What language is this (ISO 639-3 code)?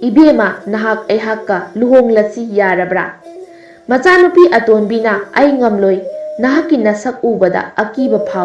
mni